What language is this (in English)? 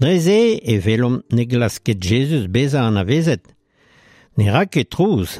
Breton